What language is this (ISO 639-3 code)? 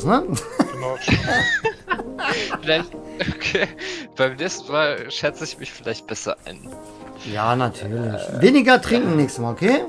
deu